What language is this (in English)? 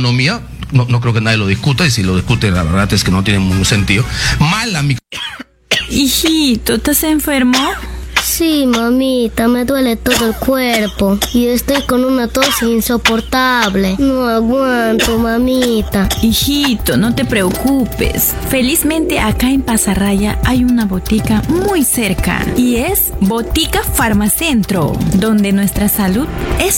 Spanish